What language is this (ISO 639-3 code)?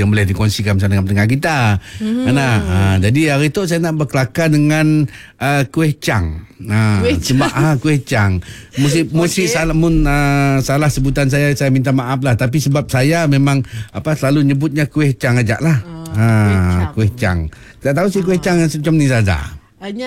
msa